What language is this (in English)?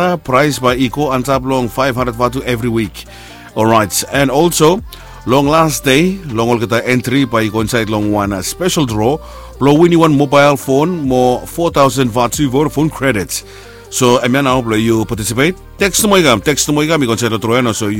Bislama